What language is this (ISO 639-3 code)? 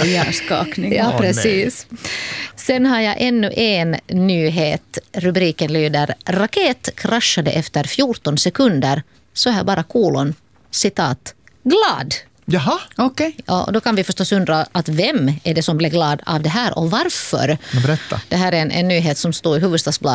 swe